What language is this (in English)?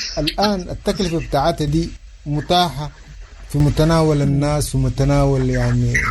Sudanese Arabic